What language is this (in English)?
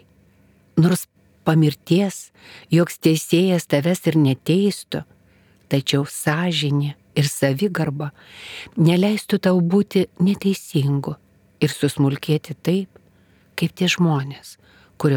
Lithuanian